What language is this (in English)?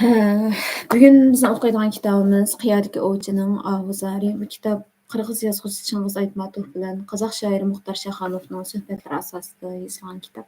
Uyghur